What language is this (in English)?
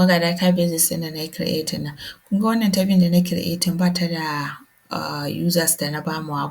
Hausa